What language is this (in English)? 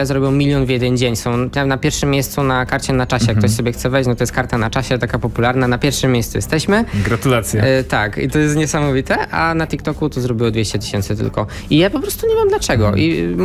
Polish